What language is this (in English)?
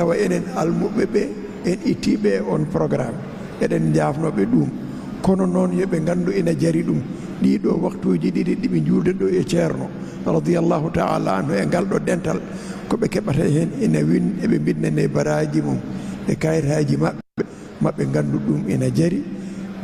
Fula